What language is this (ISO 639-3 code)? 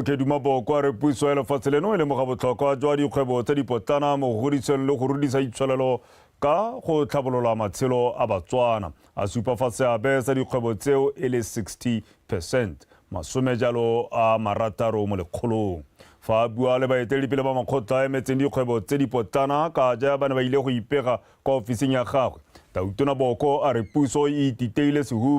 tsn